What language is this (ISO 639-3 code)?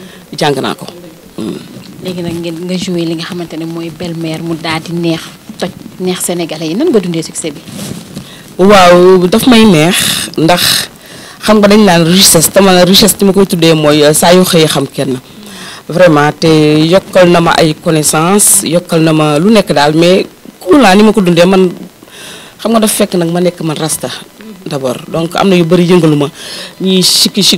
wol